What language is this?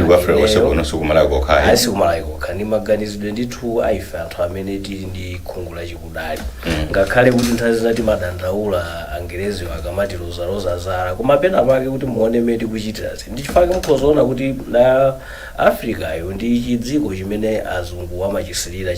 Nyanja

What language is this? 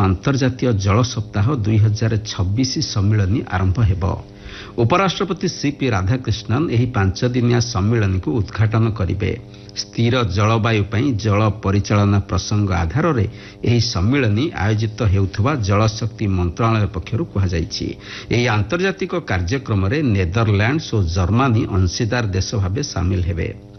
Odia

